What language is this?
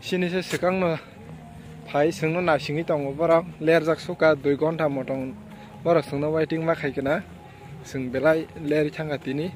Kok Borok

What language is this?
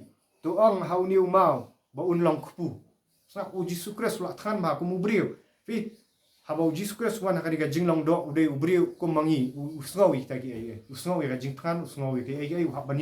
Khasi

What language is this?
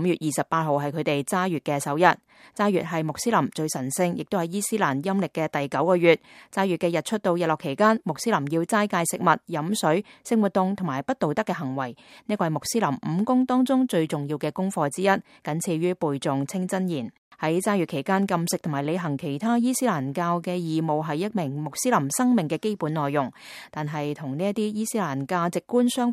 Cantonese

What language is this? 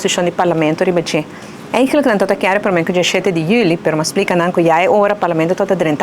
Papiamento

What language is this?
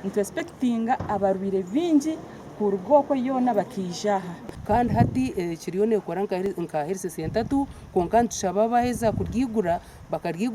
Nyankole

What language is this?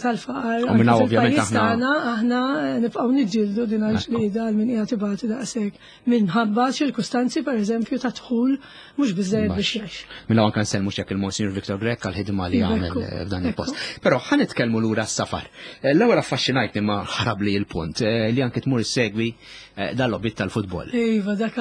Maltese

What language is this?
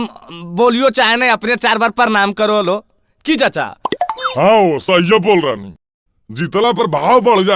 Magahi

